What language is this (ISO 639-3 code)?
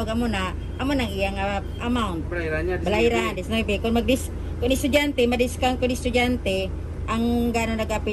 hil